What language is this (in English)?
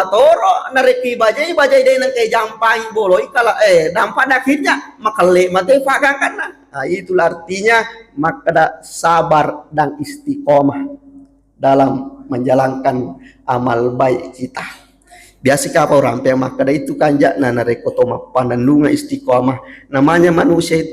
Buginese